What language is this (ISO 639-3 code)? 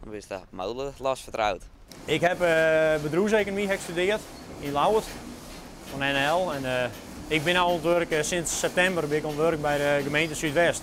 fry